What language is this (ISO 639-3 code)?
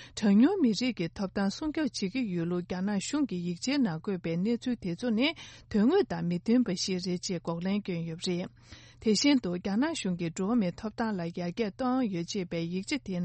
bod